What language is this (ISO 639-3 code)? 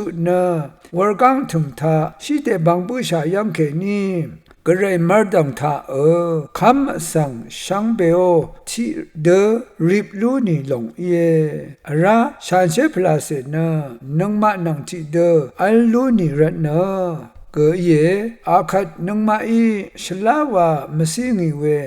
raw